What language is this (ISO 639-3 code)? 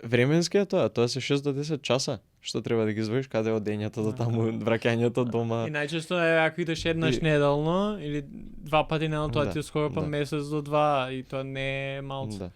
mkd